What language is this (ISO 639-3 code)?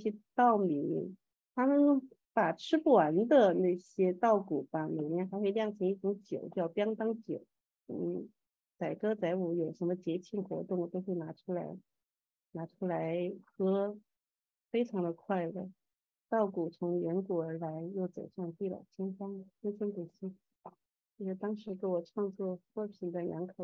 zho